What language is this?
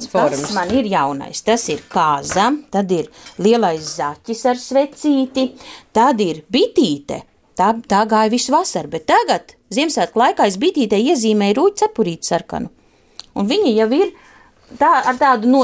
Latvian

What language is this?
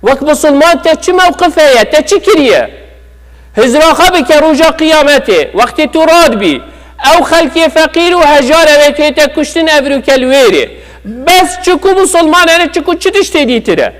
Kurdish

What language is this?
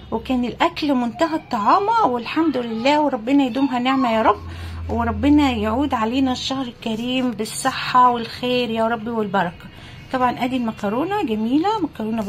Egyptian Arabic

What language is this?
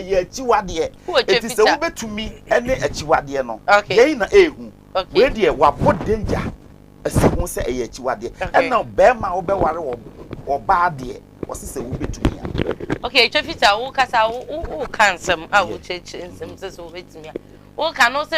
Akan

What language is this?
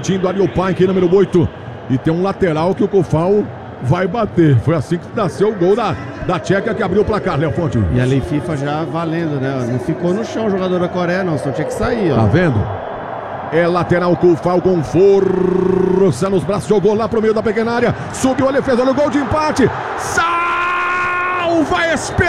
Portuguese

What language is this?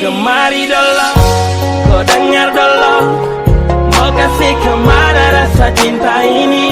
Ambonese Malay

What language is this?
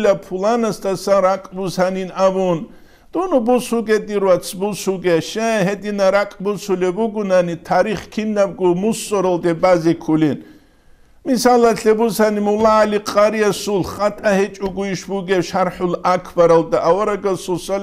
Avaric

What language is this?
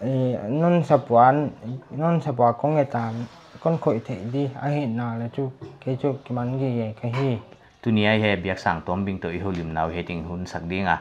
Paite Chin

